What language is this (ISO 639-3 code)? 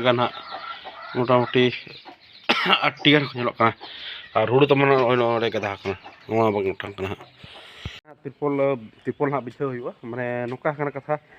sat